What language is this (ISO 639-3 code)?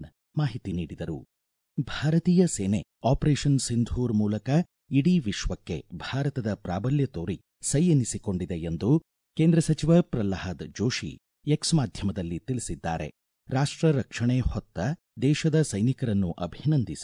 kan